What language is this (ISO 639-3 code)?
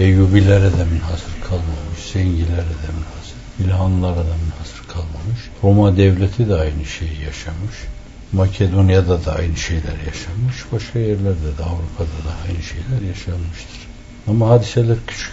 tur